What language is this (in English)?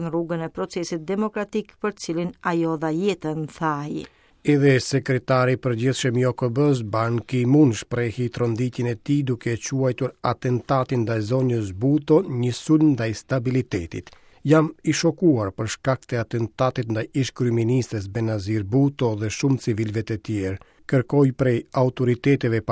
Albanian